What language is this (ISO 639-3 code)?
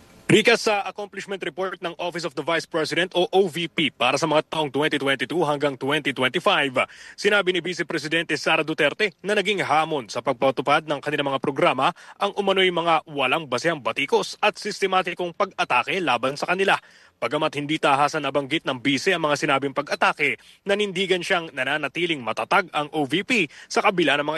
fil